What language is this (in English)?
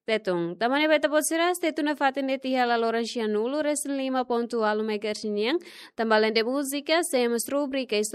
Tetum